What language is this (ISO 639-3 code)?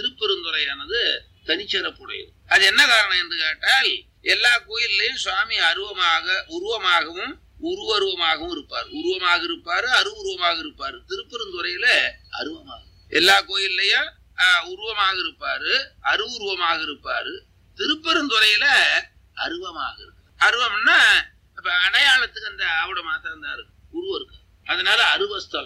tam